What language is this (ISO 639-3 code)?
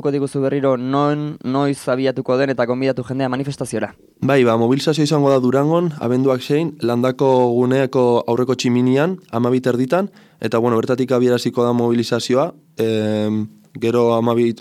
eus